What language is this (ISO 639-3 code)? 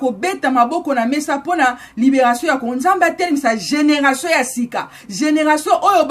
lin